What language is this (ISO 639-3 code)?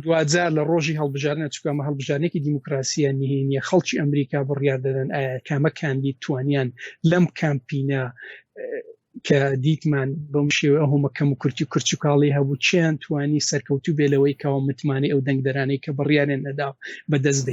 ckb